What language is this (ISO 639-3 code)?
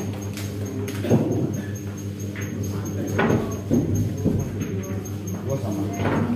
ind